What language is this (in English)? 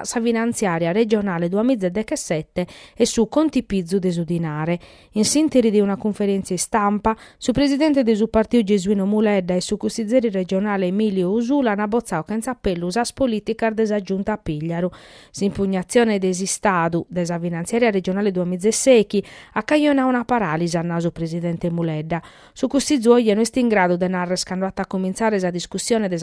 Sardinian